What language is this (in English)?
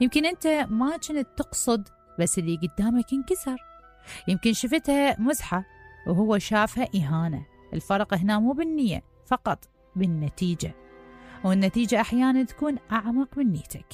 Mesopotamian Arabic